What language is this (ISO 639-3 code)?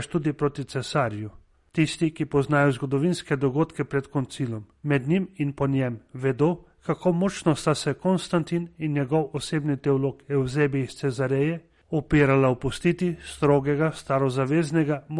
slv